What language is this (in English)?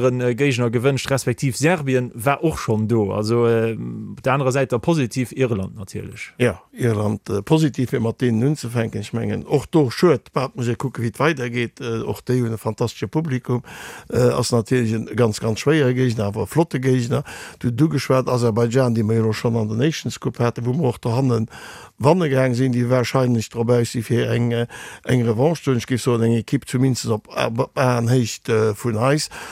Luxembourgish